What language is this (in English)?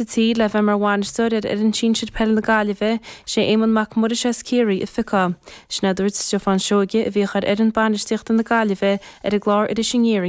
Irish